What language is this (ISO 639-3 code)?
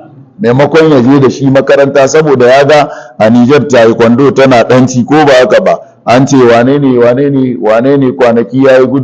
hau